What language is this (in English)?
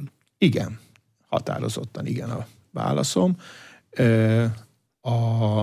Hungarian